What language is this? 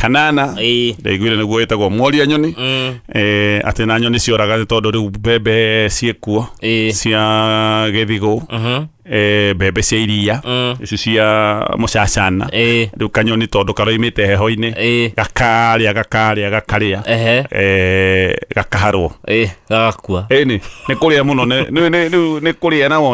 Kikuyu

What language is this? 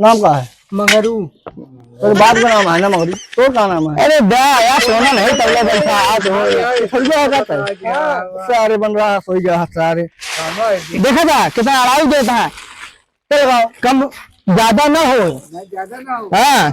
Awadhi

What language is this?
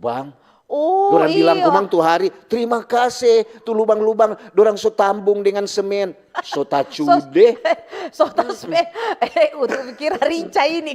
Manado Malay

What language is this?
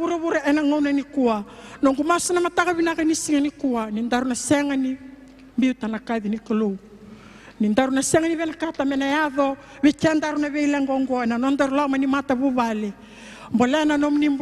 Fijian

